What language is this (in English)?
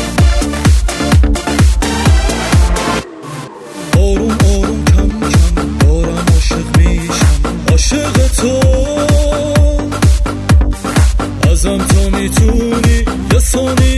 Persian